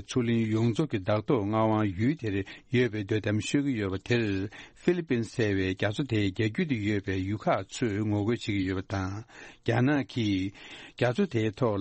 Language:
Tibetan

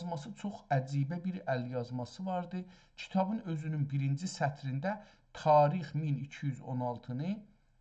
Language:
South Azerbaijani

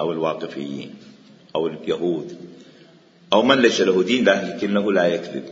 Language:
Mesopotamian Arabic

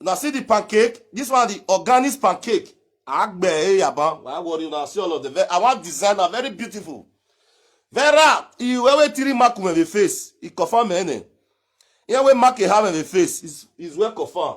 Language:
Nigerian Pidgin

